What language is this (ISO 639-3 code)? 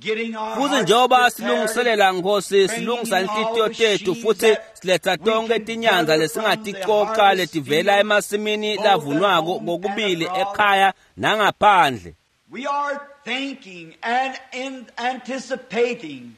ssw